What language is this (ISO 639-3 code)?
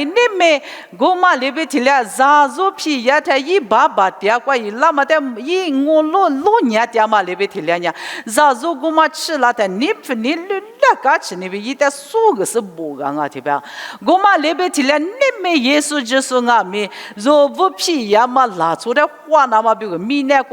lis